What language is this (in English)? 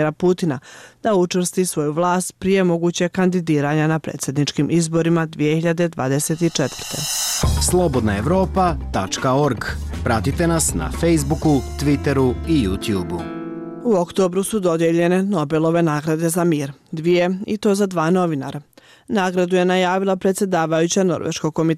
Bosnian